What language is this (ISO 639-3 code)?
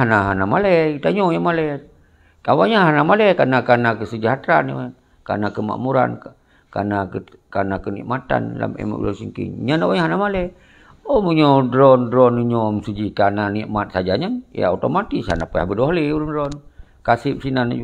ace